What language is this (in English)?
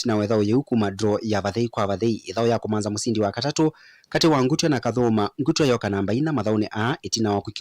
Kamba